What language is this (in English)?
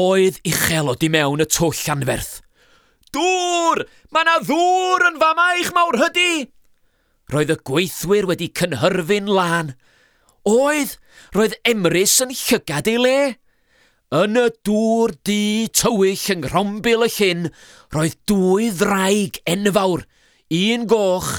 Welsh